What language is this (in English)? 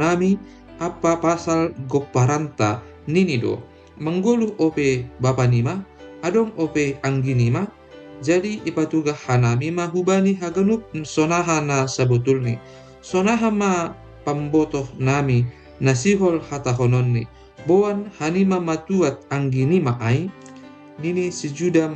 Batak Simalungun